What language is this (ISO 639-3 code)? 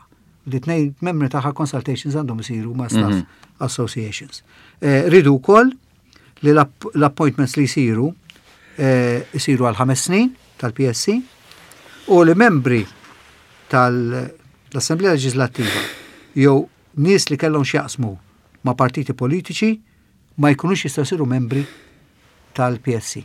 mlt